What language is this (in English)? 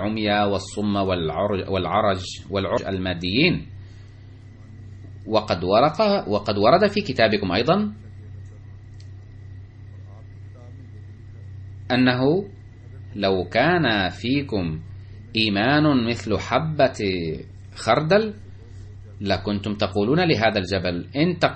Arabic